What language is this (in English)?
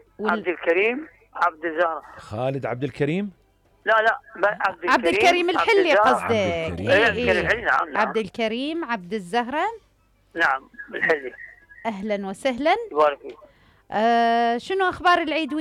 Mesopotamian Arabic